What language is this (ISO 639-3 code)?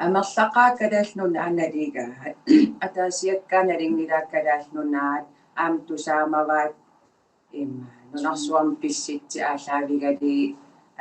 kal